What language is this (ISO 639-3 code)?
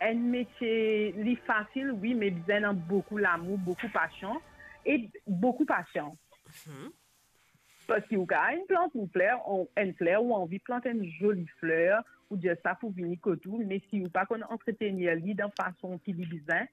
mfe